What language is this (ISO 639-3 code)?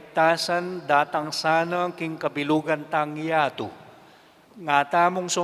pam